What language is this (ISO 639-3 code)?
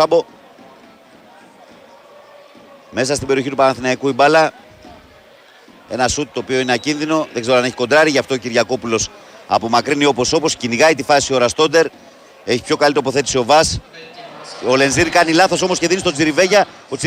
ell